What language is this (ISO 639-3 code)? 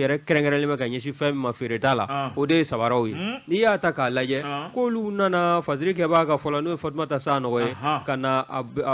bam